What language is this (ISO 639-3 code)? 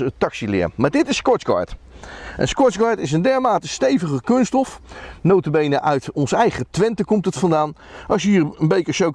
nld